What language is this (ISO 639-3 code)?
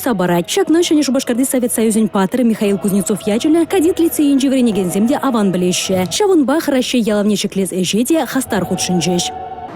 chv